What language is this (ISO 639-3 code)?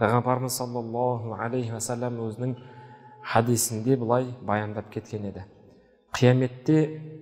kaz